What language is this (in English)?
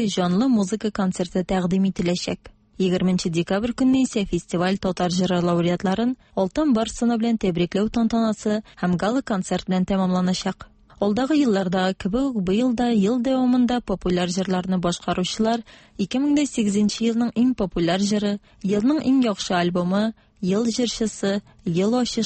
Tatar